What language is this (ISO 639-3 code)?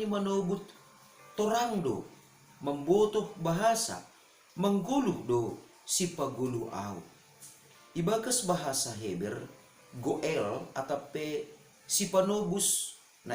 bts